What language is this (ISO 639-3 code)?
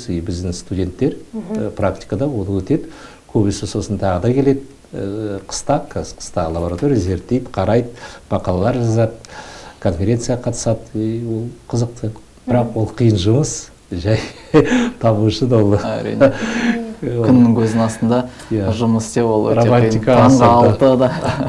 kaz